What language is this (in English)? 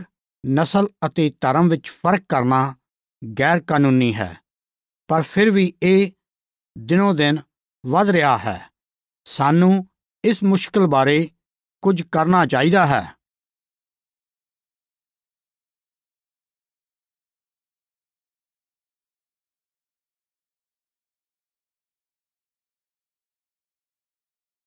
Punjabi